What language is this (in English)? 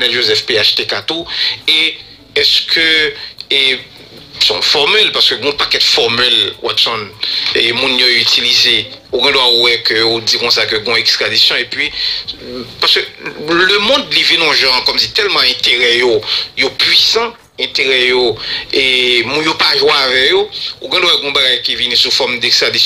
Haitian Creole